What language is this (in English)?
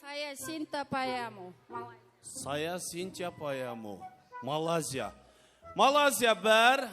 Kara-Kalpak